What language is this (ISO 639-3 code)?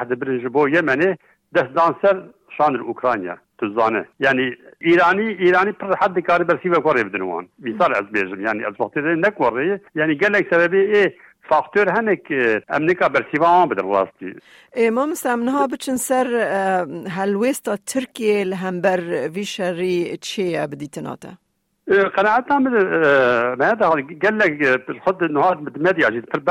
kur